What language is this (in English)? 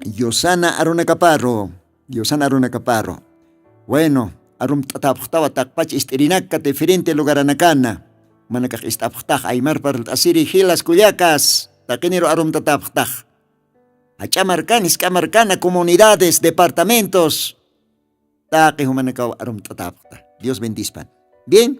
Aymara